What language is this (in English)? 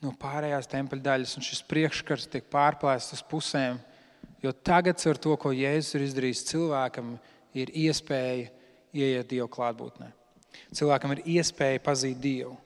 Latvian